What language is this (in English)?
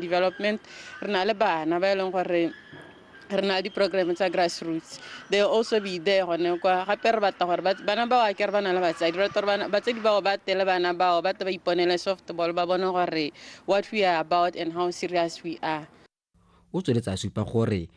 Tswana